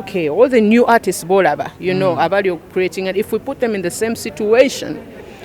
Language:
Ganda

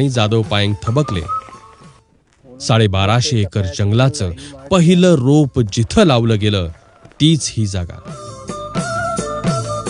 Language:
Marathi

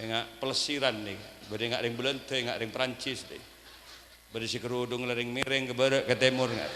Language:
Madurese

